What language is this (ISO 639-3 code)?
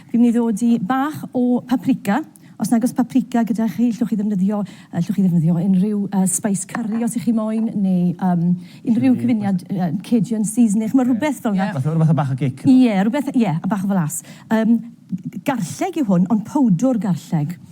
cym